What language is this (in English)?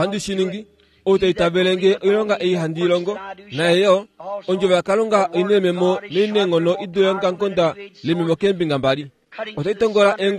Kuanyama